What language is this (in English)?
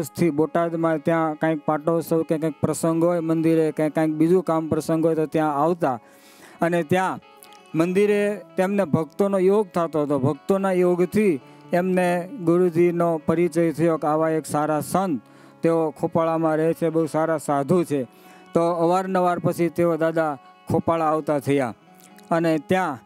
Gujarati